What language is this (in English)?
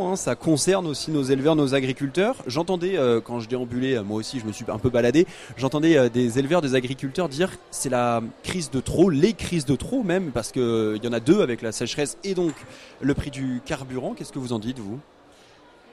French